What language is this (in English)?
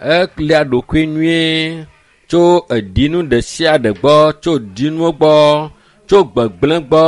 Ewe